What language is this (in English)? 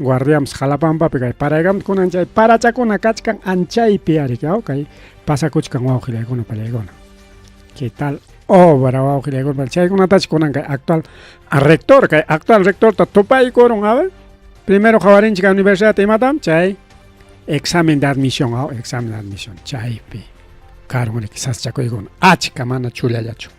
Ayacucho Quechua